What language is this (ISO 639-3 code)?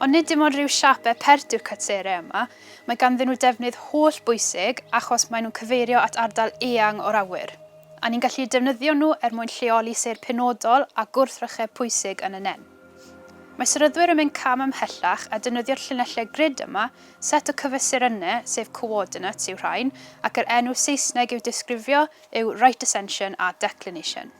cym